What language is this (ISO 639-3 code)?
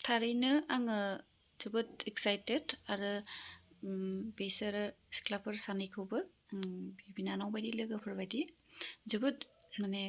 brx